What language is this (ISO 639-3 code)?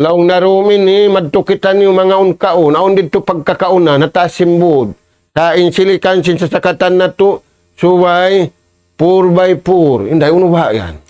tsg